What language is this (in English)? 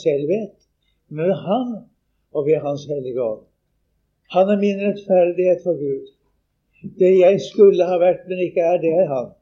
Norwegian